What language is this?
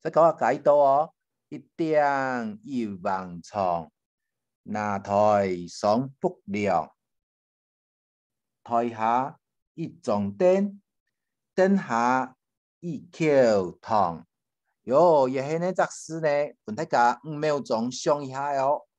Hakka Chinese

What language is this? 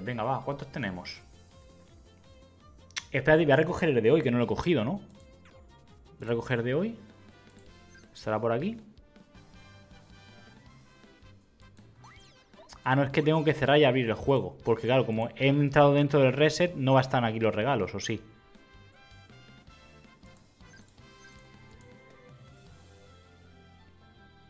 Spanish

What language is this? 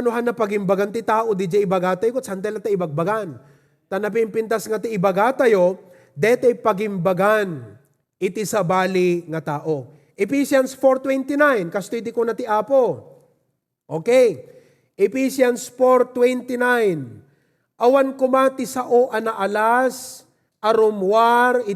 Iloko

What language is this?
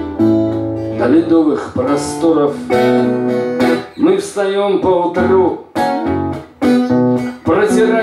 Russian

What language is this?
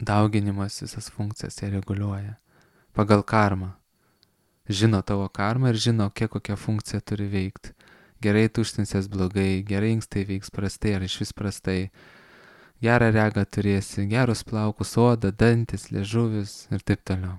Lithuanian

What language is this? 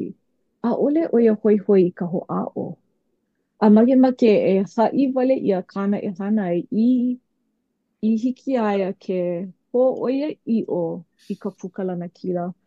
Hawaiian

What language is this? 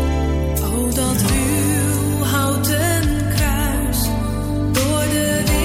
Dutch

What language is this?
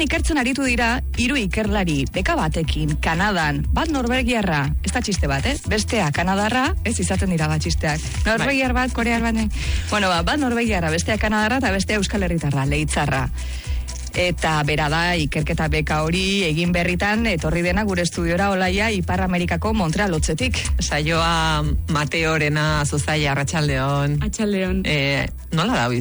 Basque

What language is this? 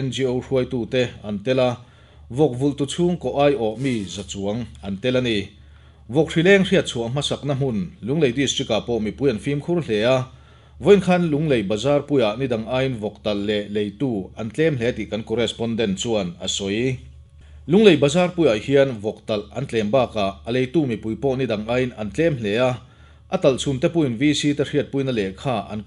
Mizo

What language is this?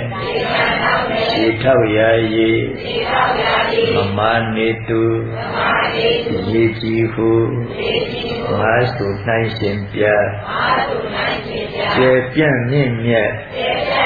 Burmese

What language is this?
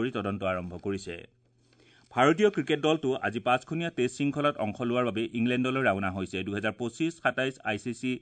Assamese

